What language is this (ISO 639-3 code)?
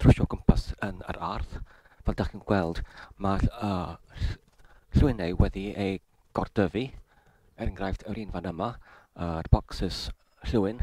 cym